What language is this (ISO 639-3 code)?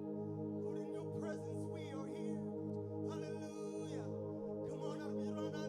mah